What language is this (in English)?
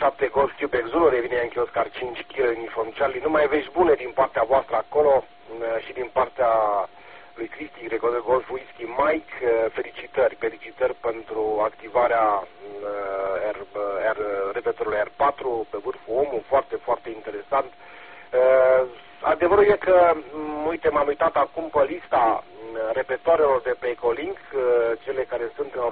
Romanian